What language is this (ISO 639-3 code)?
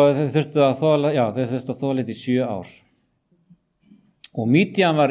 isl